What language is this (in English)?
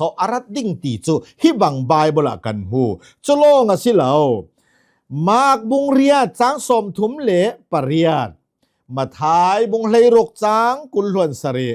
Hakha Chin